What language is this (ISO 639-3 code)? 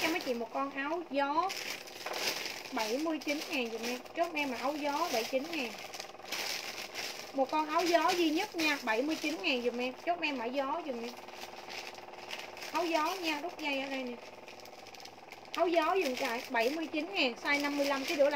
vie